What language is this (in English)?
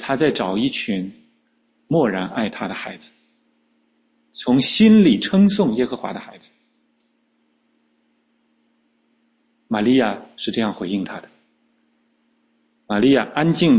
Chinese